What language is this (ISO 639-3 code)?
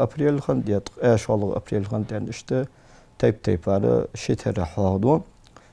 inh